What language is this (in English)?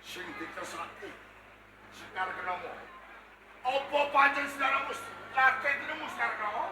Javanese